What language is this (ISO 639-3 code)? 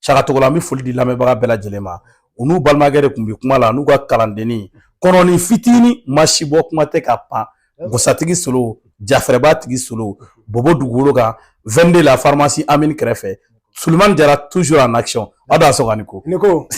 bam